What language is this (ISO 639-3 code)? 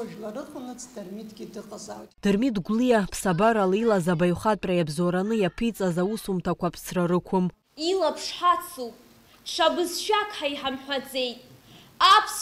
abk